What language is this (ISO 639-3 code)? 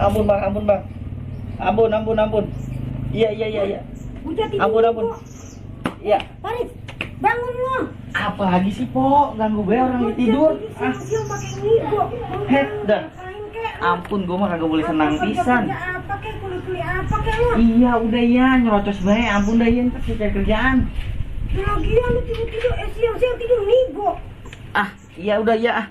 bew